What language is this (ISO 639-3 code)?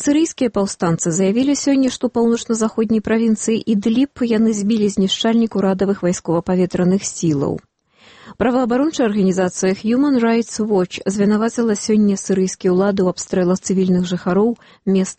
bel